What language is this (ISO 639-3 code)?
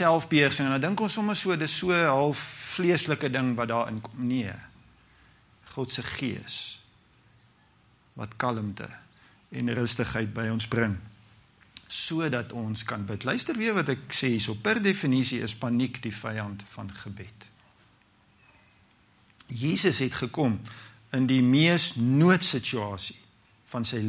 afr